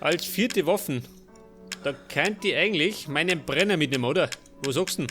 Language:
Bavarian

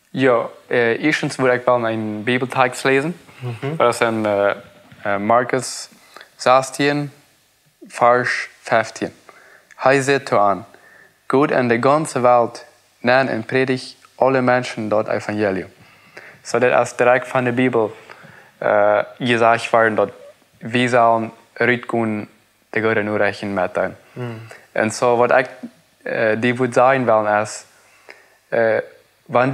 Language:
Plautdietsch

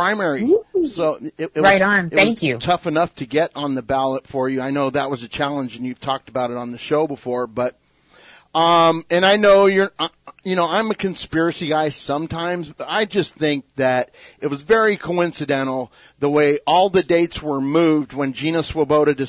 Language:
English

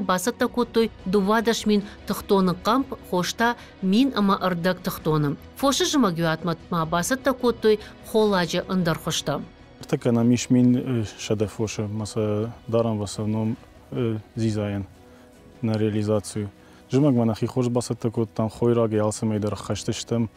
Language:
Ossetic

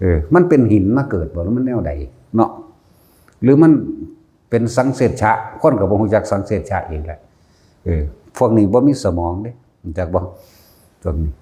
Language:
Lao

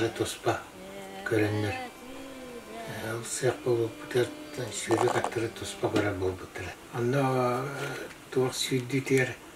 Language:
Yakut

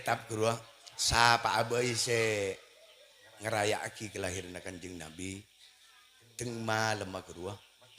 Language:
Madurese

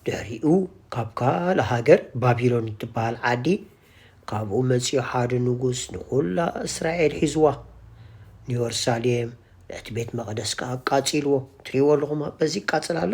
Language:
Tigrinya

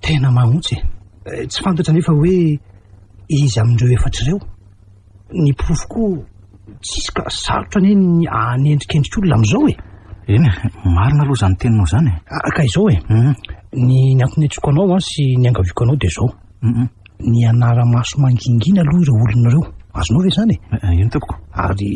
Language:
Malagasy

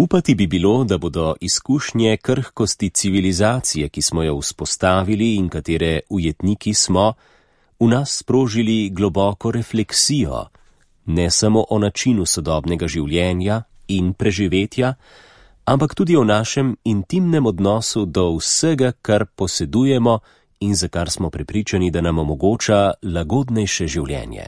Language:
Slovenian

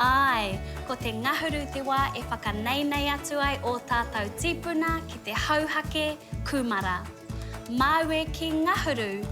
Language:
Māori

